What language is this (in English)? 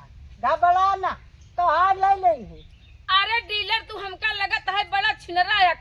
Awadhi